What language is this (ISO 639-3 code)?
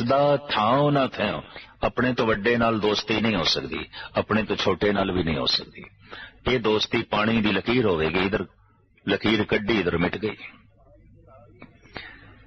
pan